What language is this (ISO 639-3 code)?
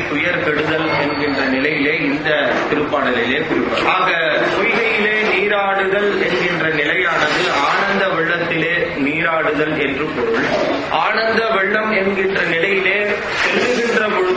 tam